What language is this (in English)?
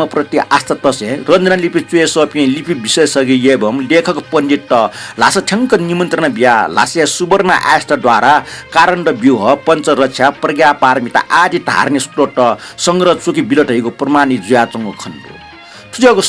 Newari